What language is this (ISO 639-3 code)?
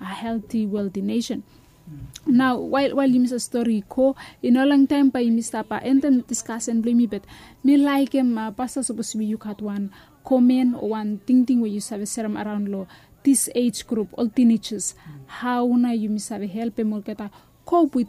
bis